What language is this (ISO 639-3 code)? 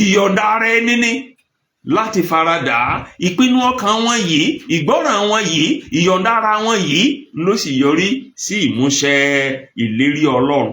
yor